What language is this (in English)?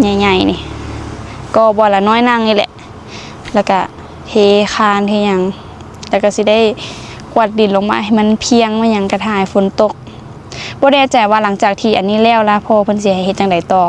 Lao